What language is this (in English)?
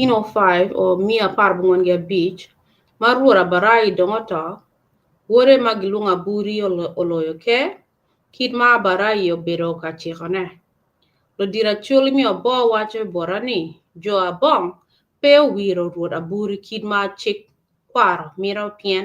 Acoli